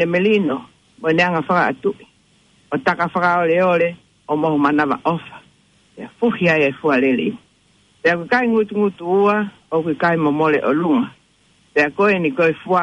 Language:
Tongan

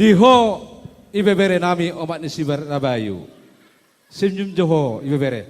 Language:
Batak Toba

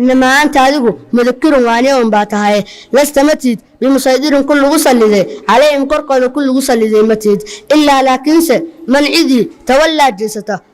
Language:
Somali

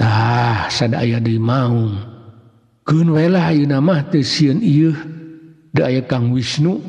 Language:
Sundanese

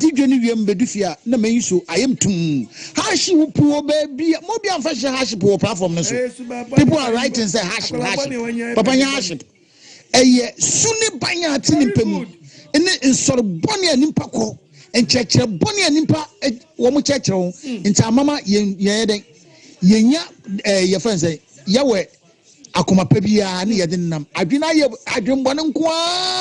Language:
Akan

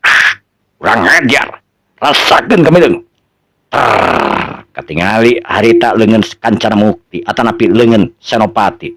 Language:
Sundanese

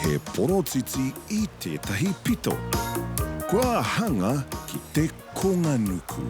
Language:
Māori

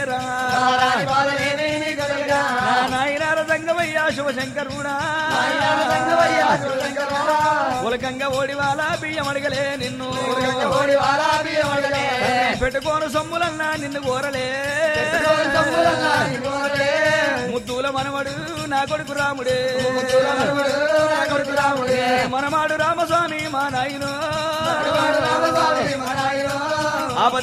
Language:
Telugu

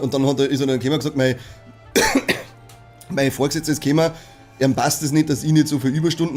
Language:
Bavarian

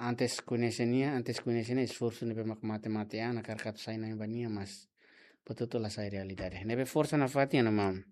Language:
Tetum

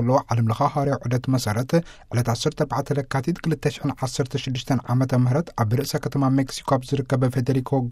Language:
Tigrinya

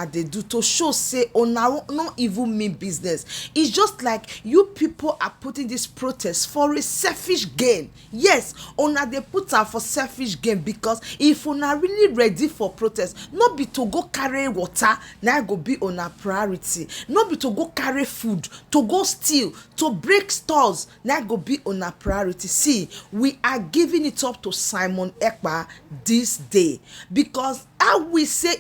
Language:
Nigerian Pidgin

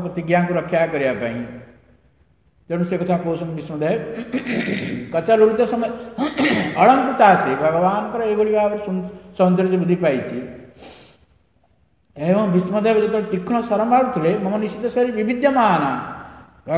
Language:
Odia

